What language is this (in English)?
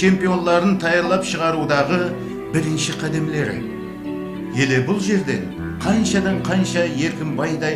Kara-Kalpak